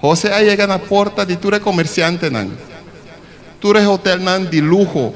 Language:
Papiamento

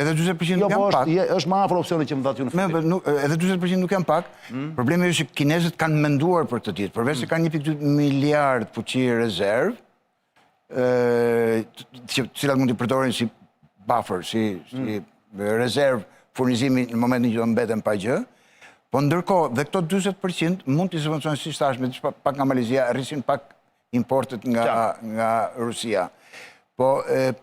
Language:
Albanian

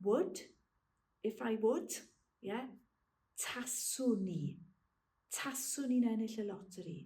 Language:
Welsh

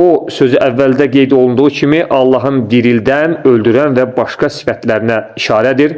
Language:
Azerbaijani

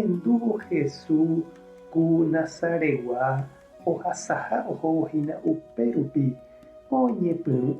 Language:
Guarani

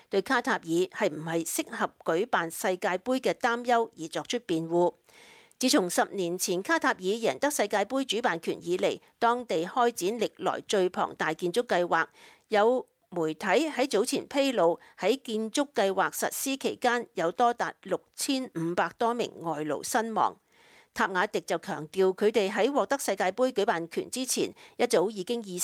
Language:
Cantonese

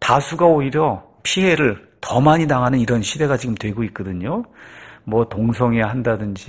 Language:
Korean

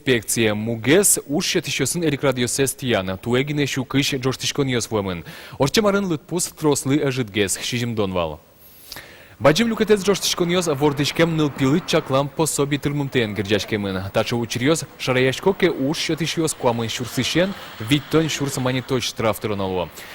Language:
Udmurt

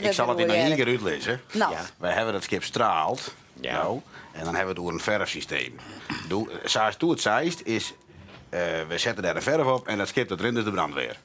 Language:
Western Frisian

